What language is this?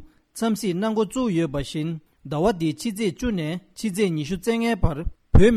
Tibetan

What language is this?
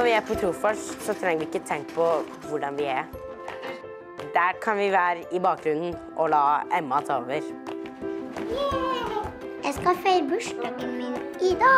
Norwegian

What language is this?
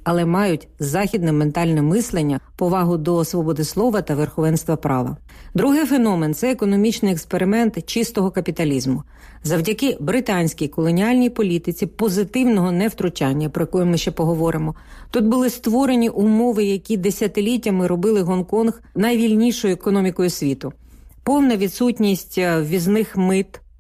Ukrainian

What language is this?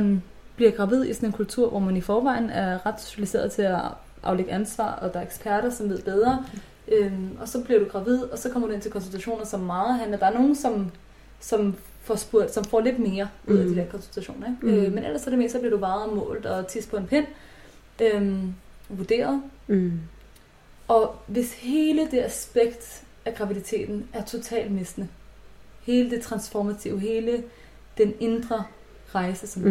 Danish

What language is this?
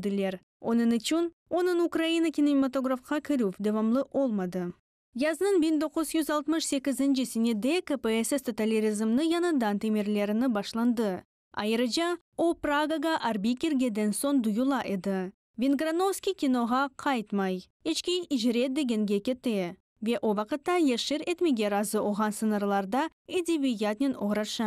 Crimean Tatar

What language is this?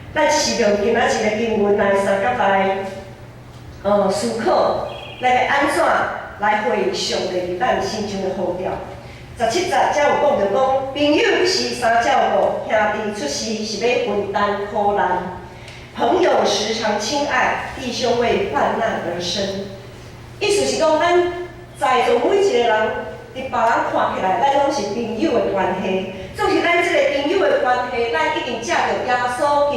Min Nan Chinese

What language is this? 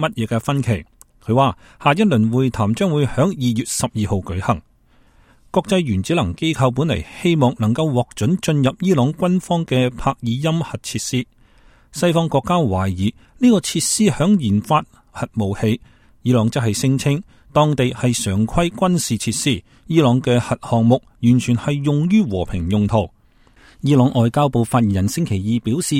Cantonese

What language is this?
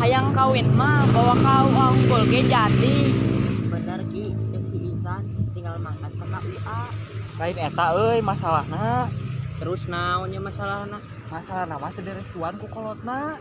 Sundanese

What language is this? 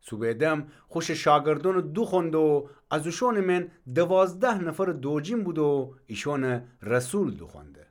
Gilaki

